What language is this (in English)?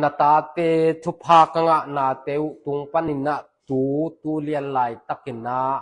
Tedim Chin